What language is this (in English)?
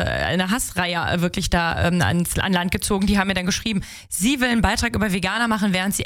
German